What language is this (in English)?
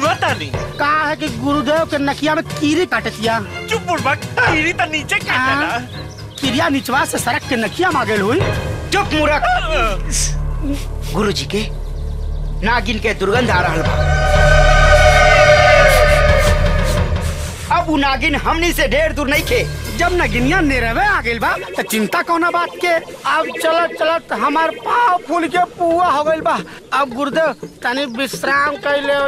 Bhojpuri